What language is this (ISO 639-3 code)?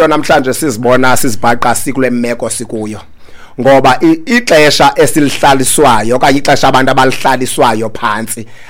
xho